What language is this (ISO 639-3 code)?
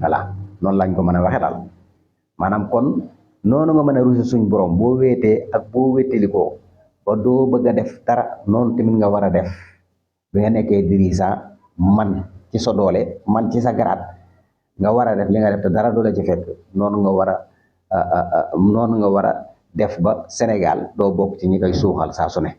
wol